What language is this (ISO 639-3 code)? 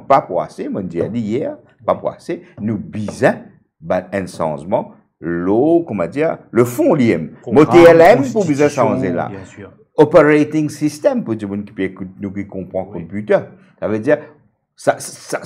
mfe